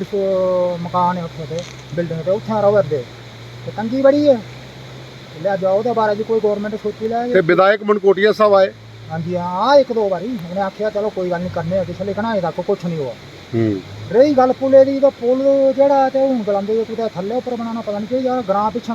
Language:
Dogri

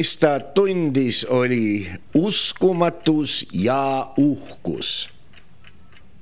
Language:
Estonian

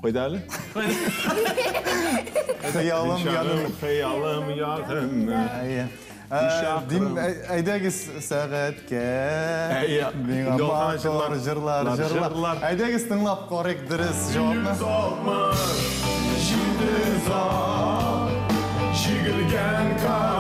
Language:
Tatar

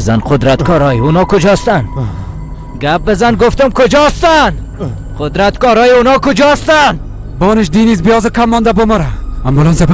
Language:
Persian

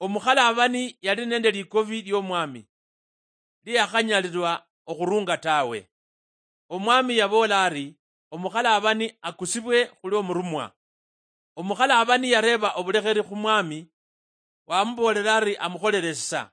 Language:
Luyia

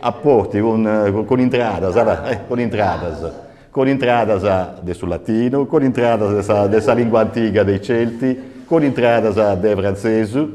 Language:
Sardinian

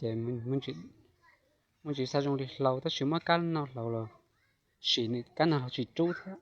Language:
Hmong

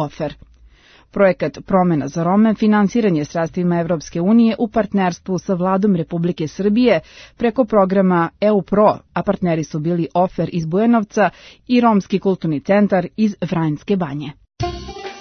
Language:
Serbian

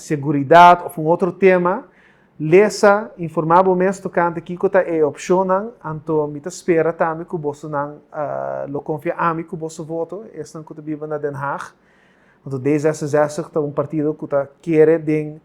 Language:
Papiamento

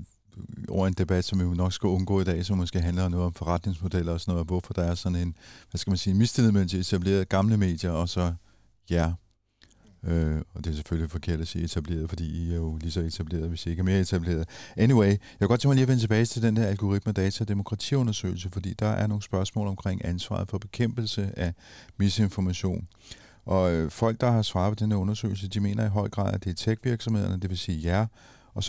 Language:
Danish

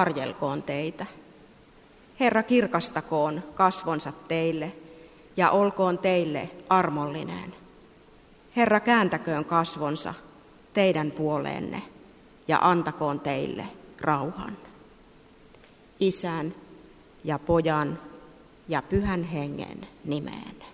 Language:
Finnish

